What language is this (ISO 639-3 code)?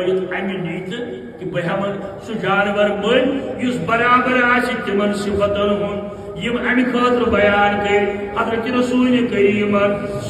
kas